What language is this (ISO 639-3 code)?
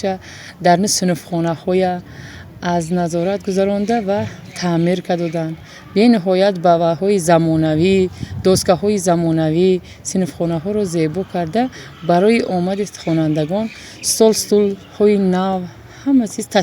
tgk